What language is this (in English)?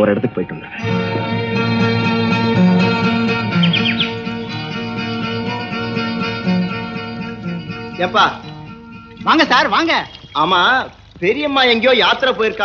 Tamil